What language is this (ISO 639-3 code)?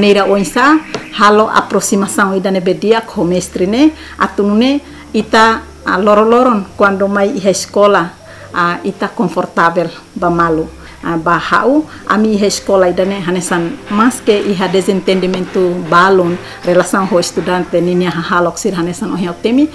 tet